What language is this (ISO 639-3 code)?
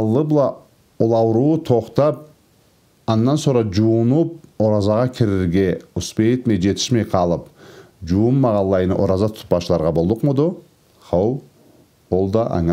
krc